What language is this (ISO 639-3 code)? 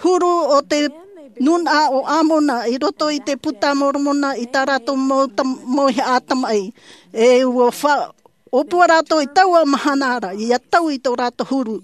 tah